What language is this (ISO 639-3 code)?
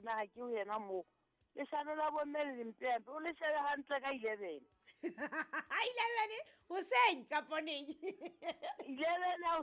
sot